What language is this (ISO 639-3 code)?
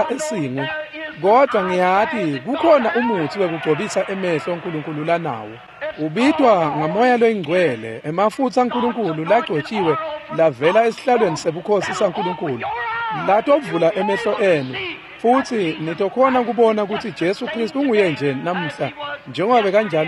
ssw